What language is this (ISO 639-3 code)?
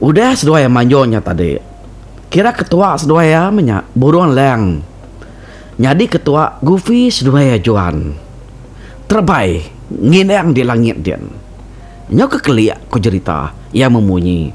iba